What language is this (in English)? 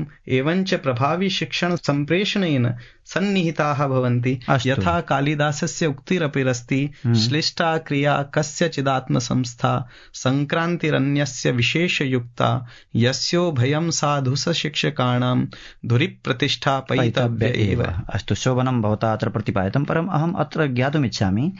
Sanskrit